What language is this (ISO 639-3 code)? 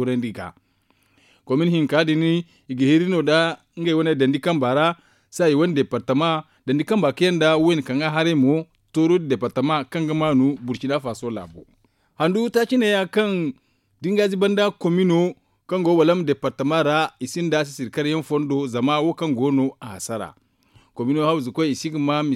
dje